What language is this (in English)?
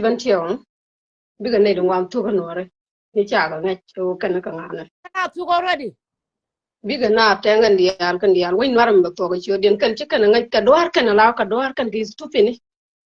Nuer